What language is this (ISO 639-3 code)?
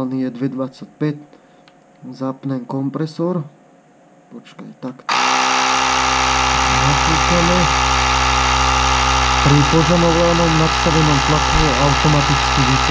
slk